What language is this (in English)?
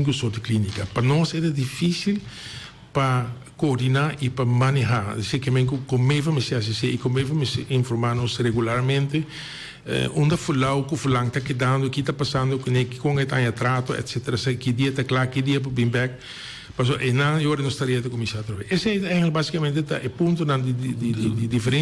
Papiamento